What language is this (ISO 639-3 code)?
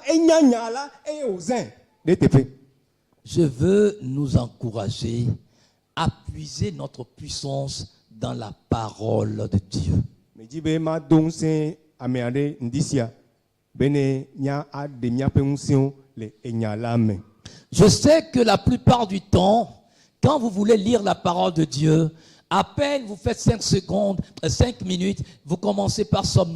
ewe